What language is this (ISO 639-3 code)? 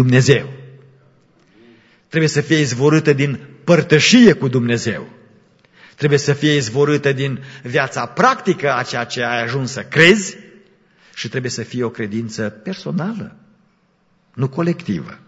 ron